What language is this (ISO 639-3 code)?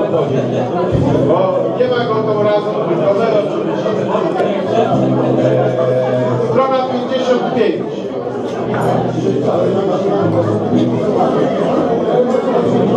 pol